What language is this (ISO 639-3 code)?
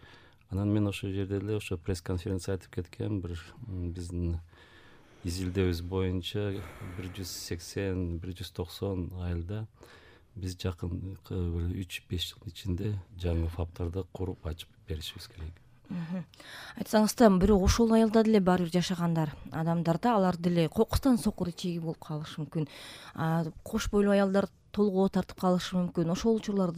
kir